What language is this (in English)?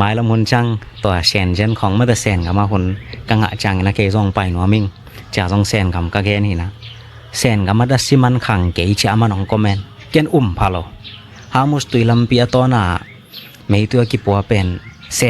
Tedim Chin